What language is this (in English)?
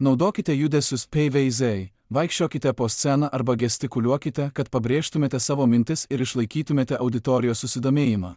Lithuanian